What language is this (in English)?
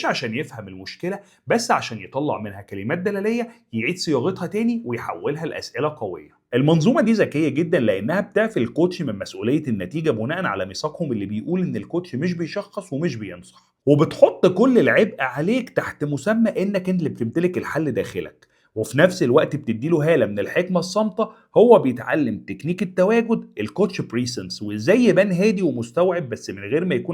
Egyptian Arabic